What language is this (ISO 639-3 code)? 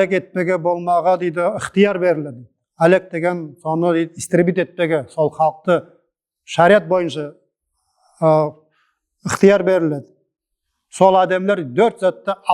nog